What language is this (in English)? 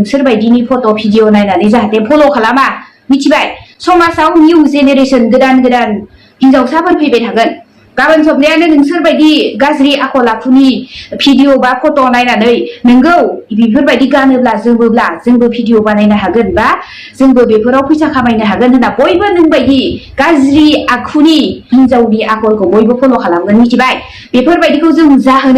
Bodo